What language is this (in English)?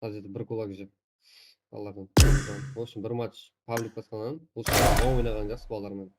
Kara-Kalpak